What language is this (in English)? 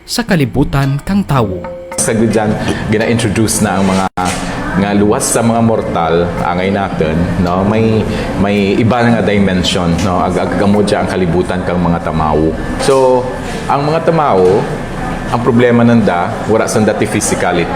Kinaray-a